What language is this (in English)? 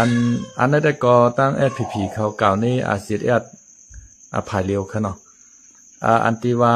Shan